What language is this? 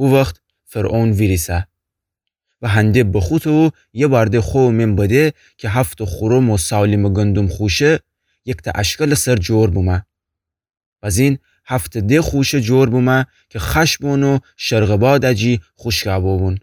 Gilaki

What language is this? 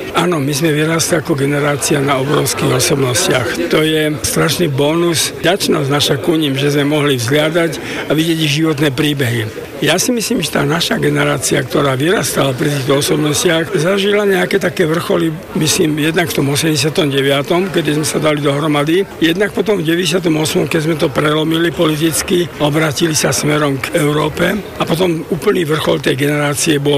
Slovak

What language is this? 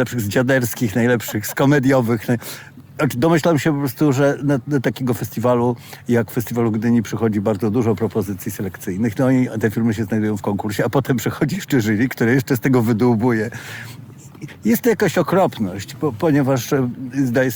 Polish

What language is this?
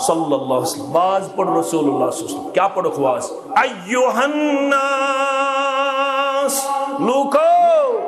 Kashmiri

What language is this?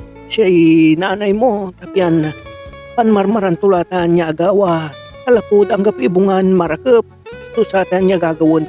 Pangasinan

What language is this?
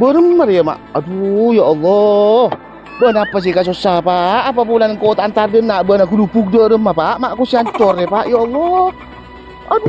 Madurese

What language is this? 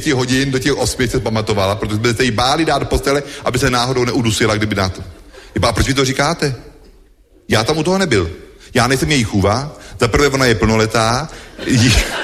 Czech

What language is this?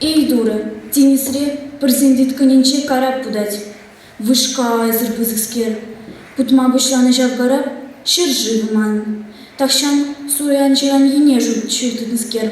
Chuvash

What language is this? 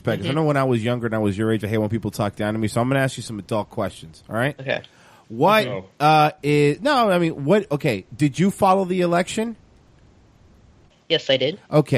English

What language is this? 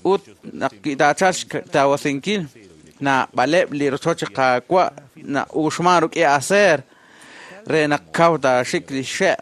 Kekchí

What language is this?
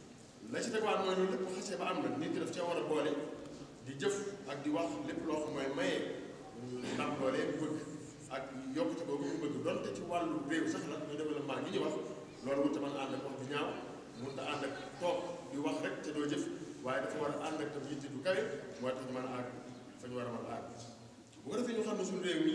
Wolof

